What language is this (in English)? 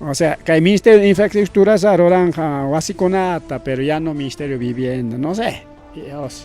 Ayacucho Quechua